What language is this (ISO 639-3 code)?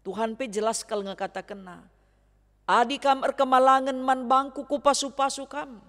btx